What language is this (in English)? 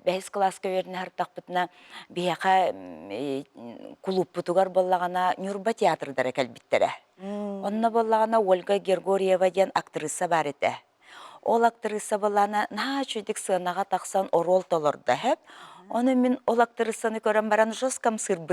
Yakut